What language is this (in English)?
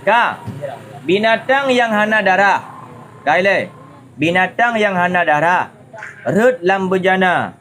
Achinese